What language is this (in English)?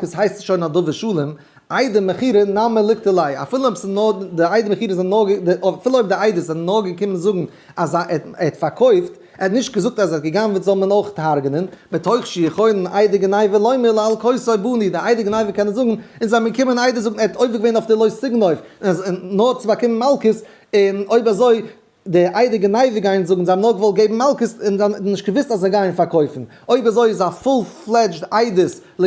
Yiddish